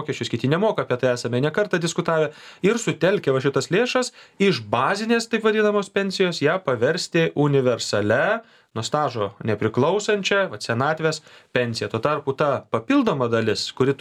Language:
Lithuanian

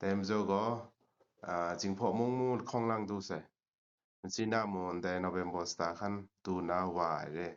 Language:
Kachin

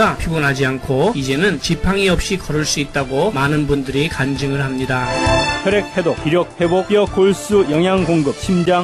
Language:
Korean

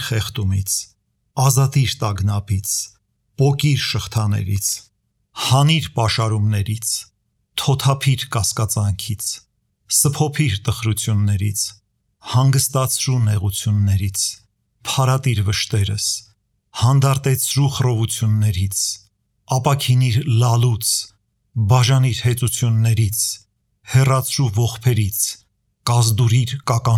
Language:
Armenian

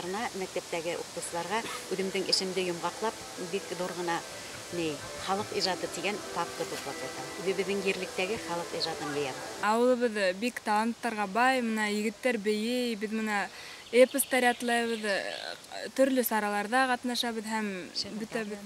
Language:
Bashkir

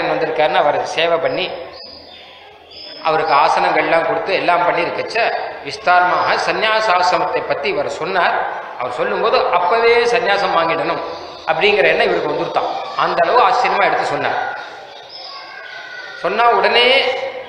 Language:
Tamil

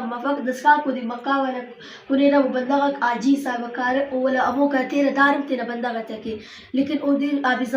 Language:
Brahui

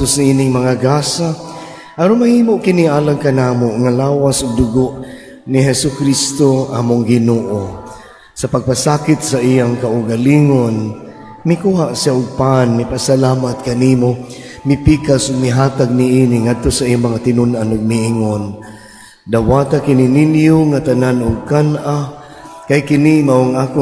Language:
Cebuano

